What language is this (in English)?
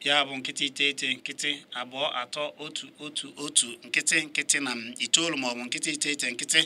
Igbo